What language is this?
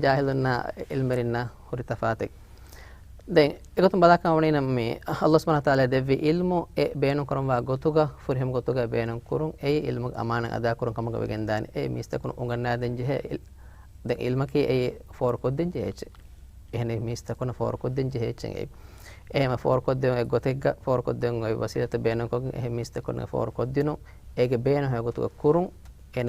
Divehi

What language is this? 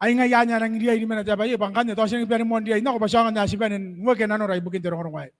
Gilbertese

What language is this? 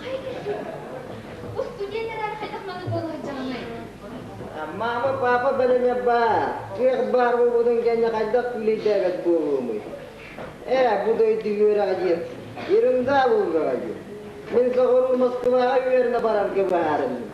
Yakut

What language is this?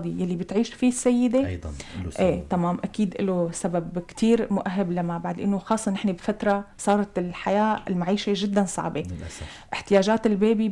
North Levantine Arabic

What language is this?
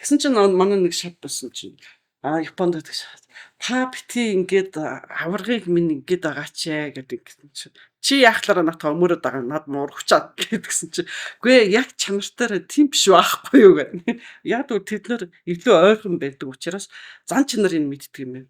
Mongolian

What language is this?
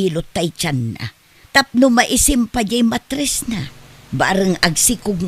Iloko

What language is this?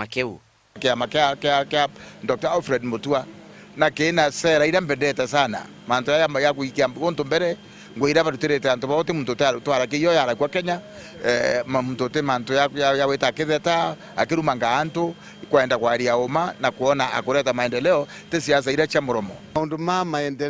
Meru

